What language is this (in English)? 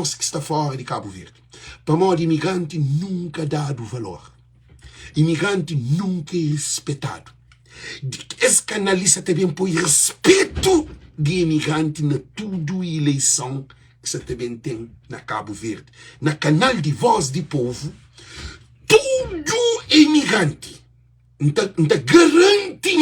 Kabuverdianu